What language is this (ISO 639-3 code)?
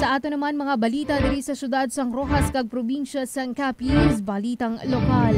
hil